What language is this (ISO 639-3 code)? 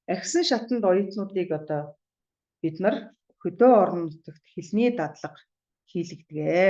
mon